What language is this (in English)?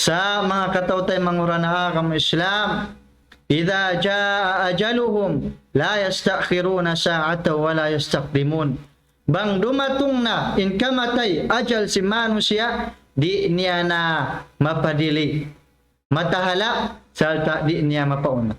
Tausug